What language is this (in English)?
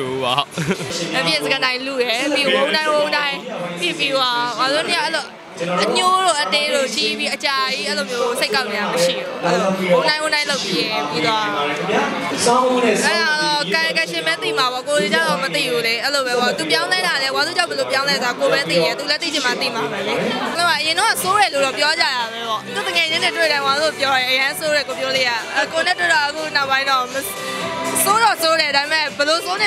Burmese